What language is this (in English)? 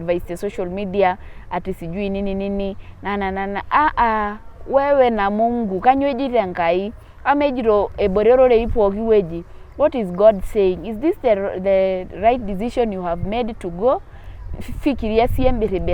Masai